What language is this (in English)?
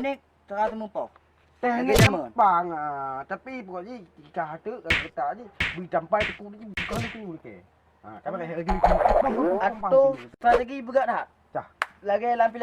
Achinese